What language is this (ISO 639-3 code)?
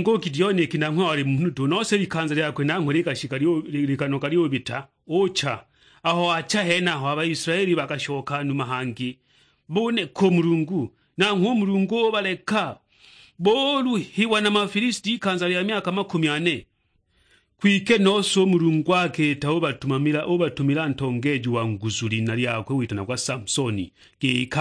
suk